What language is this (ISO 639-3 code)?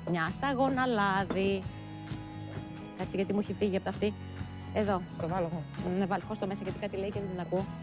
ell